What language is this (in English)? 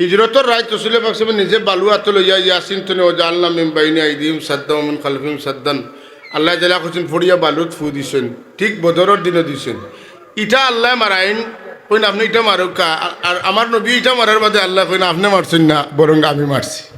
Sylheti